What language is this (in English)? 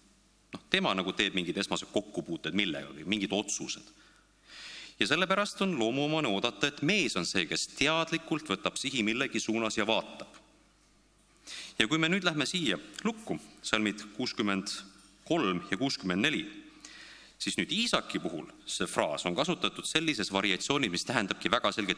Estonian